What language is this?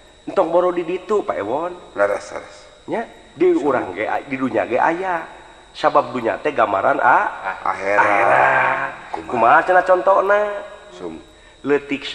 Sundanese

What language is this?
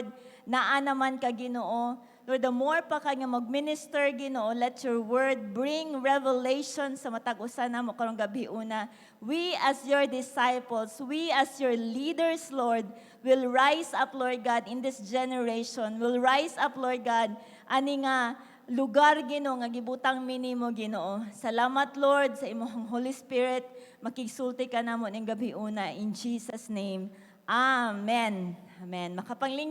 Cebuano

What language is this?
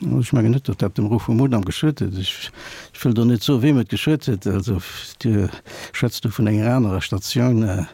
Luxembourgish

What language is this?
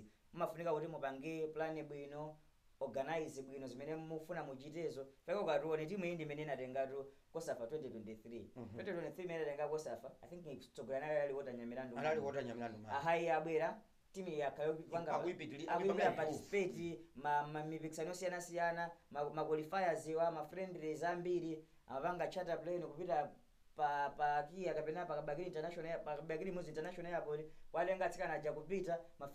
Nyanja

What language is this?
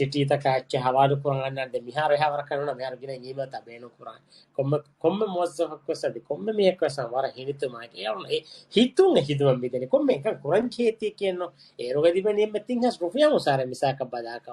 Divehi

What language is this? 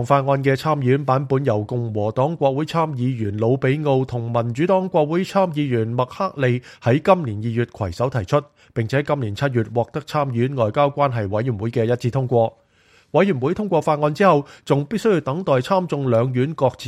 Cantonese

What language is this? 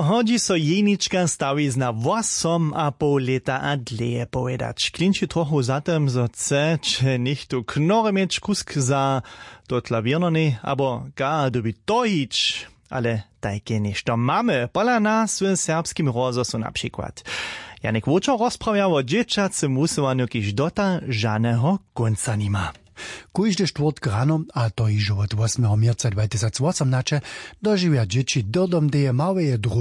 Upper Sorbian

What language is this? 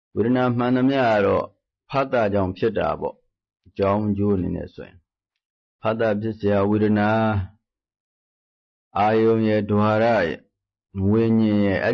Burmese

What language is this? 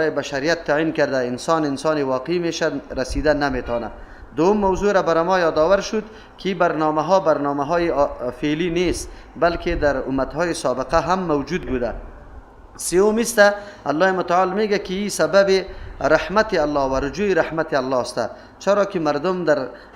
Persian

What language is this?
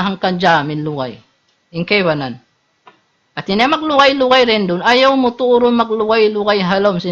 Tausug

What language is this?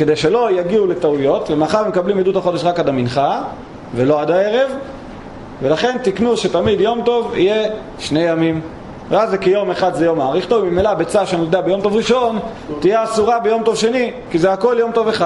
Hebrew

